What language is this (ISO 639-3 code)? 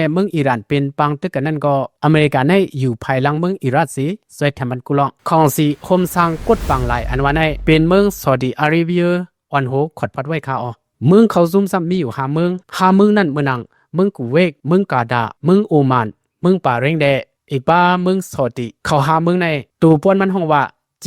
shn